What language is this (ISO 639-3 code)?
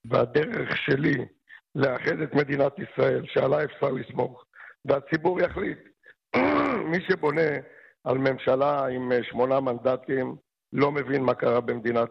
heb